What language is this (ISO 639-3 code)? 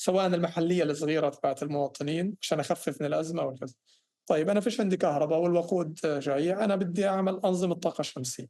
apc